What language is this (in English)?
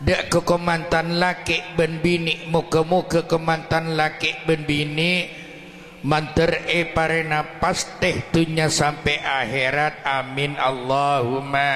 Madurese